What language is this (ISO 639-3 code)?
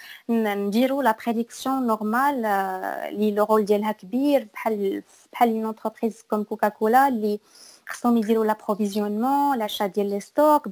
ary